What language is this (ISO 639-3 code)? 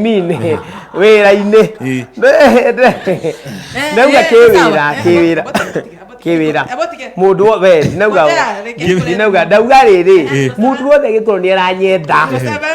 kik